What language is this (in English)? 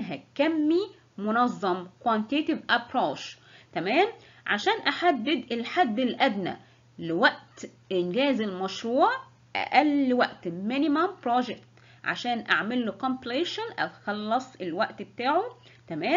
Egyptian Arabic